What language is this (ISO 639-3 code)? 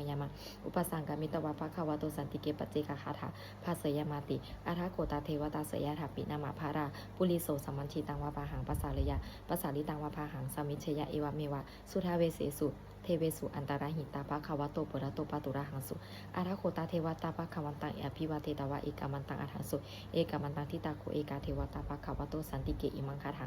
pli